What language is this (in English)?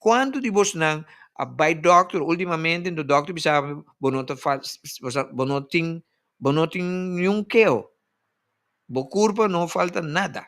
Papiamento